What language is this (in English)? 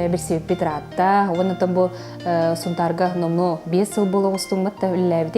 Yakut